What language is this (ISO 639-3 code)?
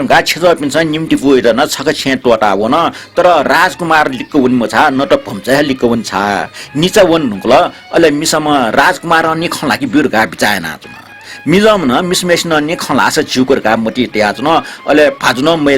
new